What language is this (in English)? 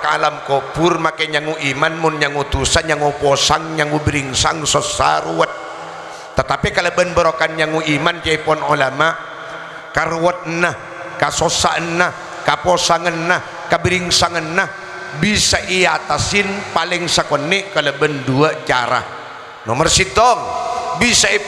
Madurese